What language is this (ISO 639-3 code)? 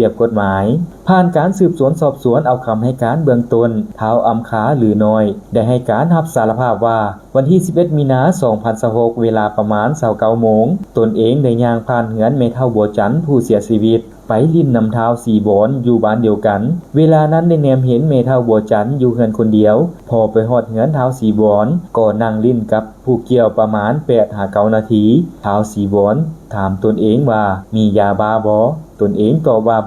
lao